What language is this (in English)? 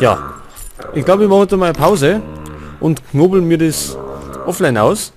Bavarian